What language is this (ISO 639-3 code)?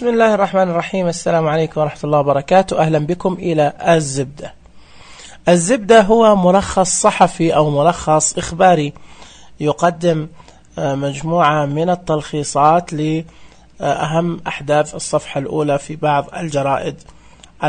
ars